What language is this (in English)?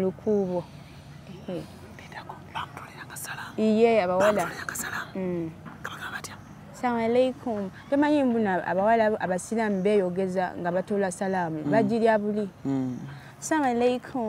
Ganda